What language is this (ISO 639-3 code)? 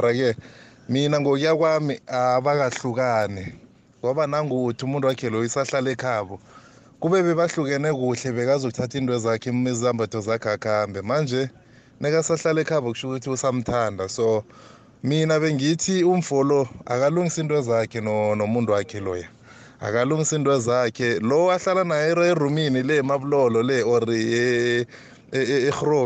nbl